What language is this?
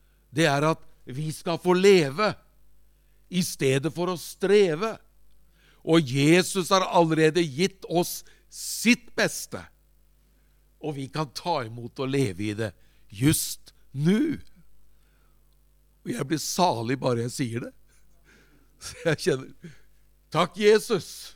Norwegian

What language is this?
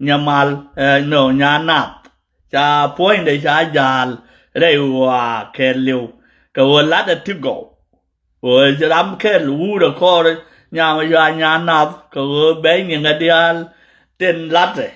Nuer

